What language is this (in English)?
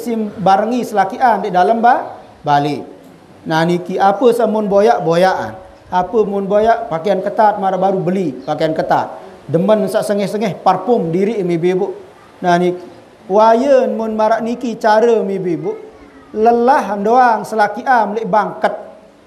Sasak